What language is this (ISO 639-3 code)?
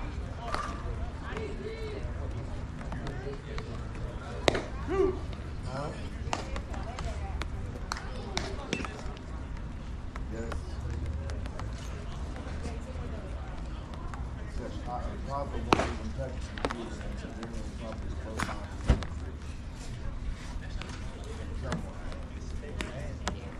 eng